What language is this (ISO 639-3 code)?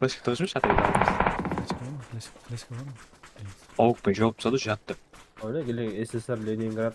kaa